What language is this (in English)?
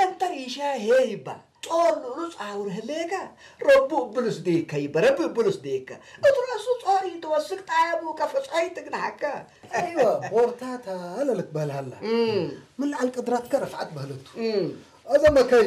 Tigre